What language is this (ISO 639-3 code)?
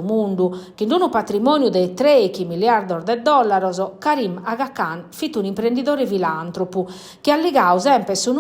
srd